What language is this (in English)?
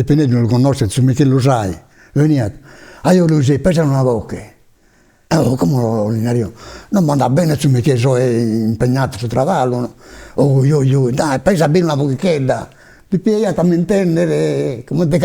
Sardinian